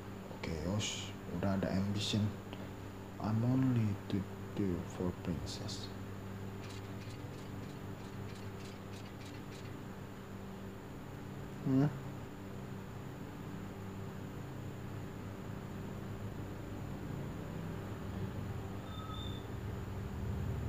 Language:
Indonesian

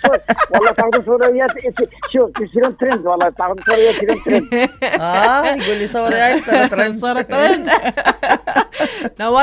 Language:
Mesopotamian Arabic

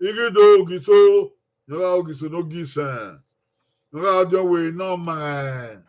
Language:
Bini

